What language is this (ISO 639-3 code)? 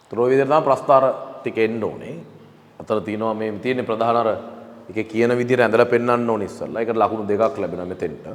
sin